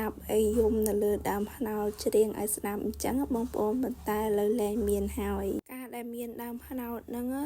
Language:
Khmer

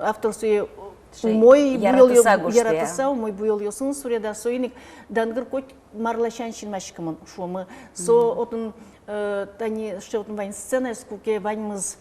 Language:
Udmurt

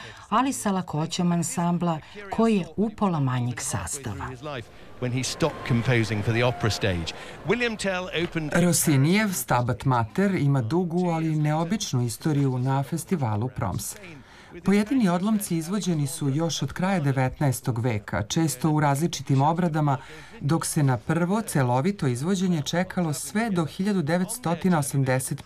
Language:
Serbian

